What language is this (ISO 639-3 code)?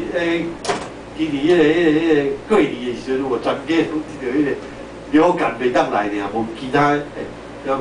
nan